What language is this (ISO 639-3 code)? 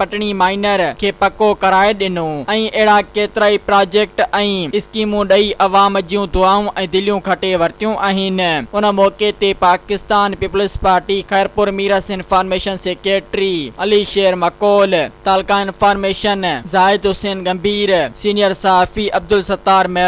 snd